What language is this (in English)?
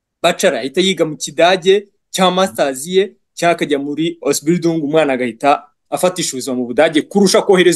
Kinyarwanda